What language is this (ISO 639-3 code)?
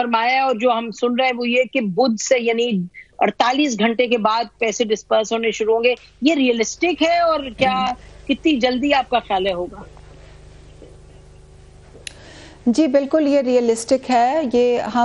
urd